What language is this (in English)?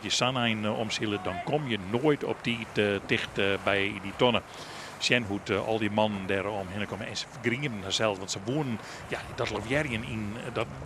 Western Frisian